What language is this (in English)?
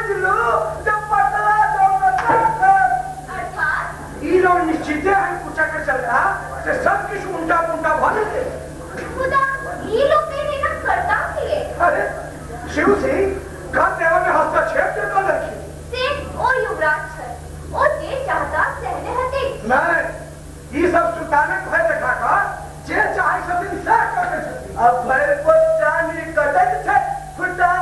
Maithili